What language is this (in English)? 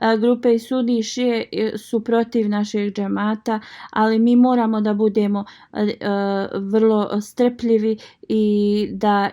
Bosnian